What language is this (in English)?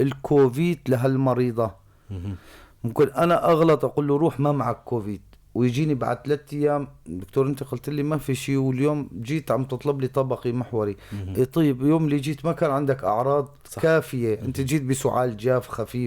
North Levantine Arabic